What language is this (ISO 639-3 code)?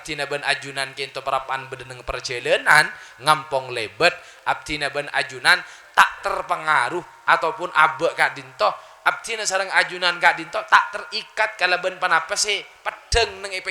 mad